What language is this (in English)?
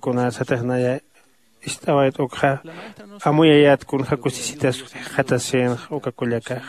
Aymara